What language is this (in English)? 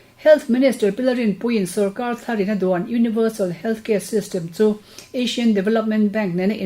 Mizo